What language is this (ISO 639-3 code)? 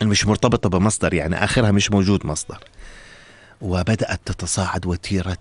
apc